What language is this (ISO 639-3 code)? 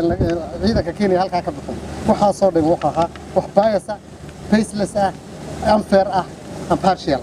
som